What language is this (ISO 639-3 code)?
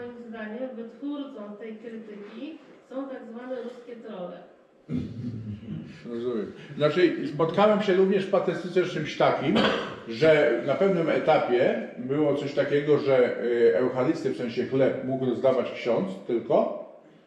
pol